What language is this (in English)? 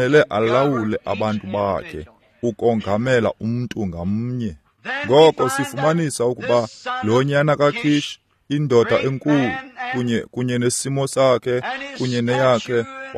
Xhosa